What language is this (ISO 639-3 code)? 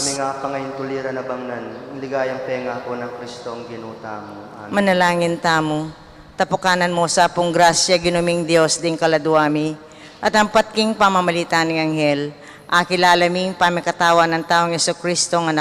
pam